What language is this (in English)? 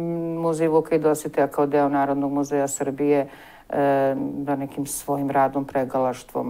Serbian